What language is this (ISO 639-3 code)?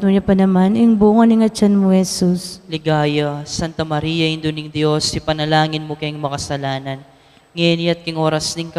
pam